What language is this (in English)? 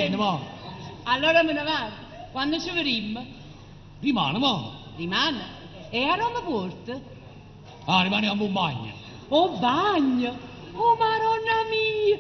Neapolitan